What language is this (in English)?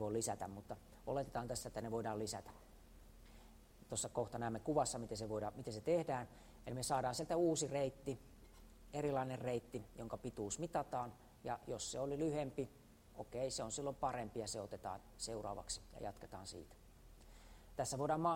Finnish